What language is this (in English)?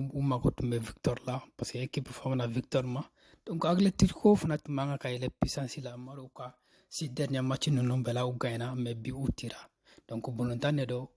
Bambara